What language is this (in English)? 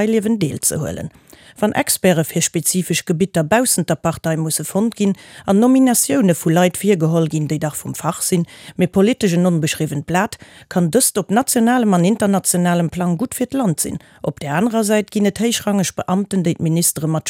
Luxembourgish